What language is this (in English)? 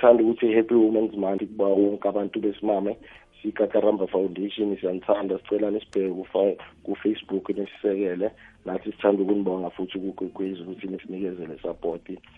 South Ndebele